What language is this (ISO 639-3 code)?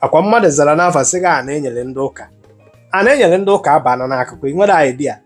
ibo